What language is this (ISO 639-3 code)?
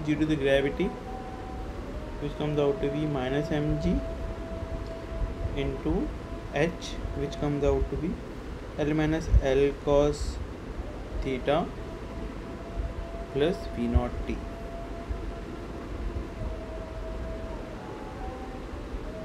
eng